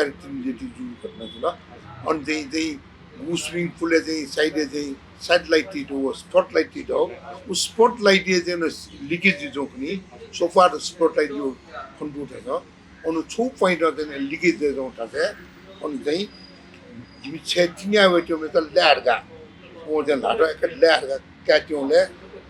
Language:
Newari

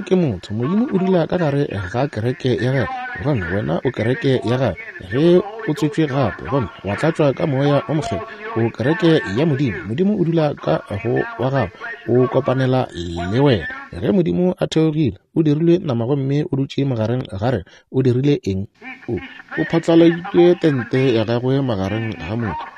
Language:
Northern Sotho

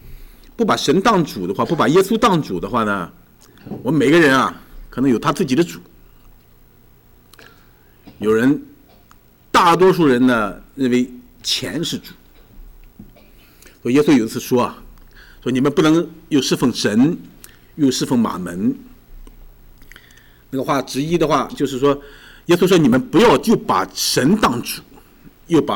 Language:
Chinese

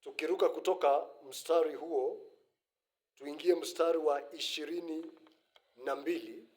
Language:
Swahili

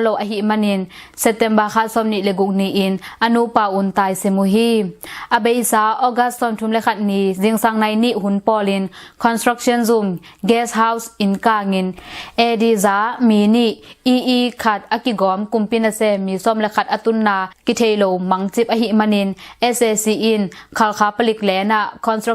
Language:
Tedim Chin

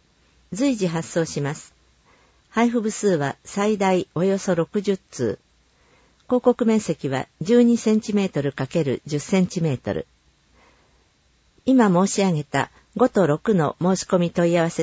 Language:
Japanese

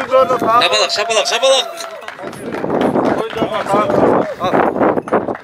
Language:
Kazakh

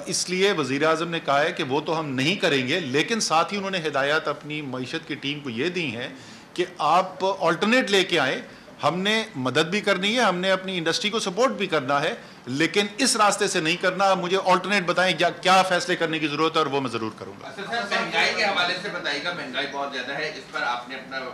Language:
Urdu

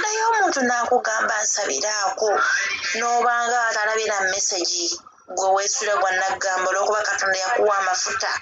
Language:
Ganda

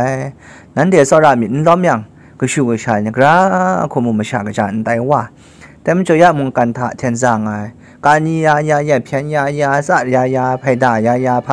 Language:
Kachin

